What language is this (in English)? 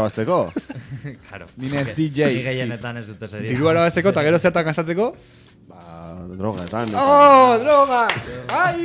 Basque